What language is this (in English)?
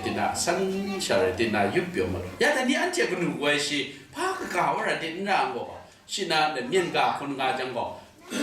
Kachin